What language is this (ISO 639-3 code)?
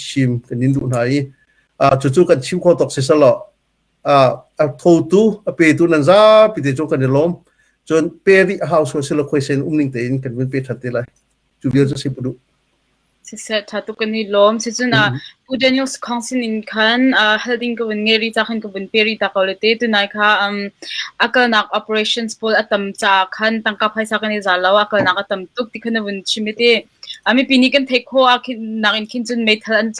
cnh